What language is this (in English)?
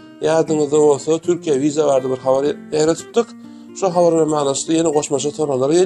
Turkmen